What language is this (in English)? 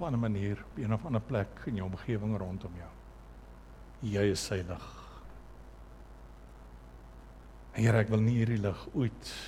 Afrikaans